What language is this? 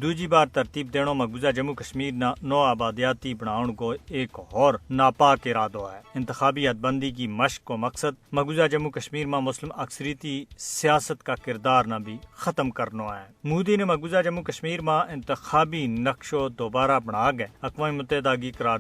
Gujari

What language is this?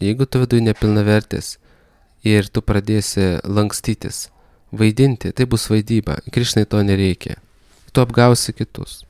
Lithuanian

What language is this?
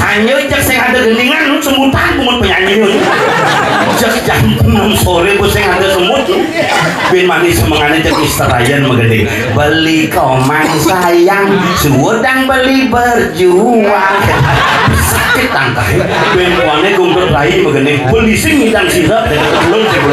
Balinese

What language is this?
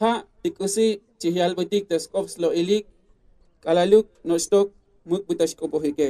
Tzotzil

